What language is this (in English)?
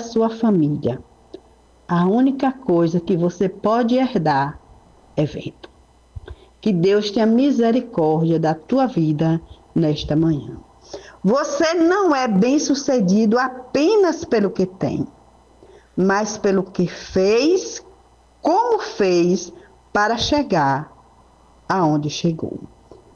Portuguese